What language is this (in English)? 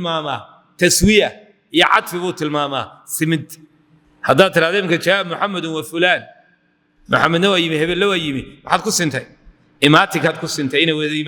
Somali